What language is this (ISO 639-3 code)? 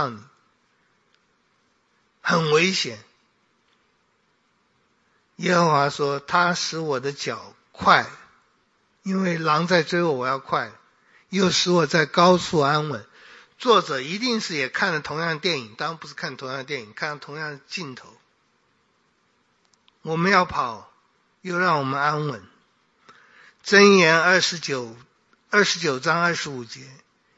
zho